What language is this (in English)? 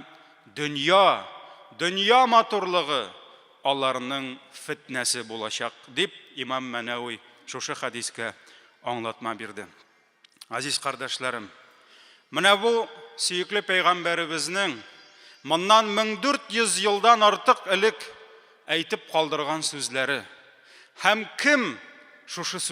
Tatar